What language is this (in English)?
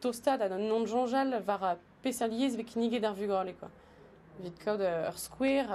Breton